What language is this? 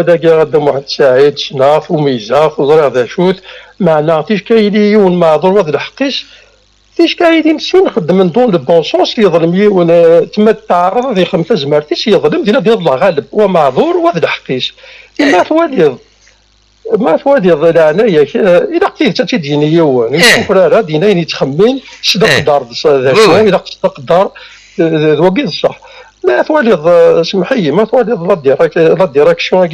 Kabyle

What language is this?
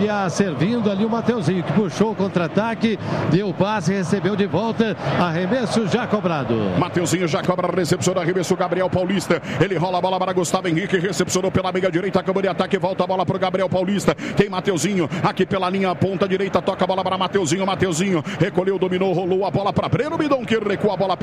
Portuguese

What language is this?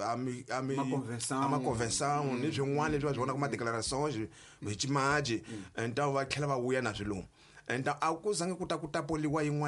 Tsonga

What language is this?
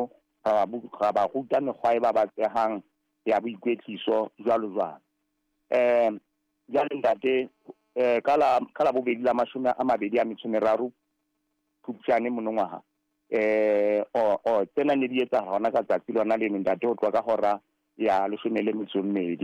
Southern Sotho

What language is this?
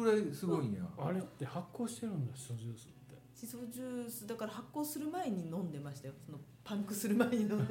Japanese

